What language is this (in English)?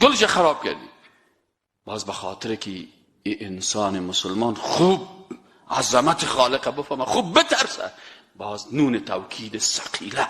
Persian